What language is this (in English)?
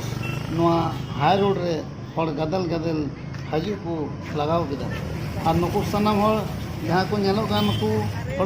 Santali